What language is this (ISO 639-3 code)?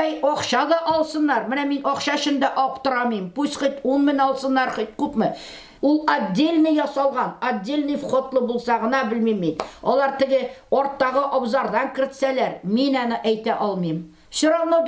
tat